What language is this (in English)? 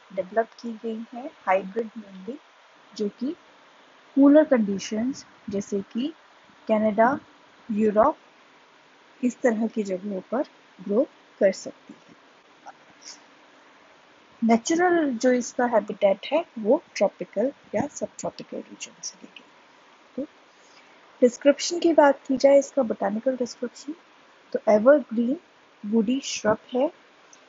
Hindi